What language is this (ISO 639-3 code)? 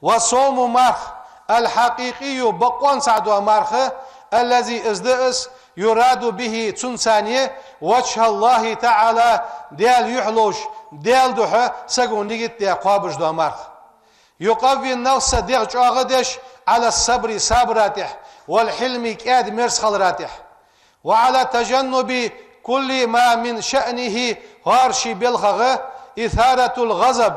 inh